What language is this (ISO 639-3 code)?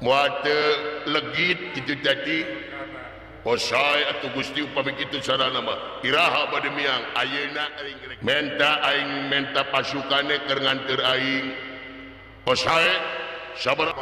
sun